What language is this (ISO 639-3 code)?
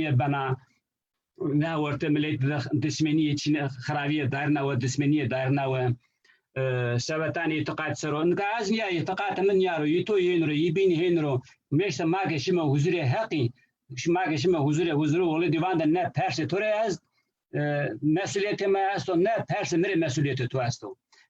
zza